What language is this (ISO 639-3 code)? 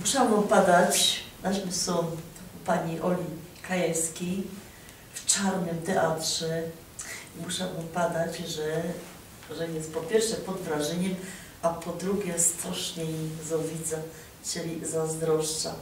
szl